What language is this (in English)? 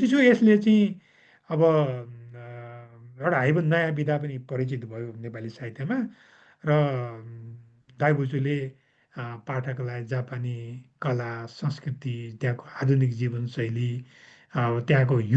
Nepali